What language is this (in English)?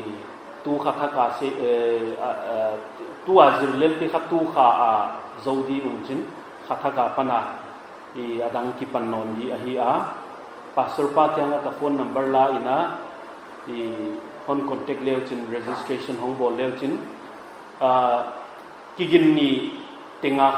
Paite Chin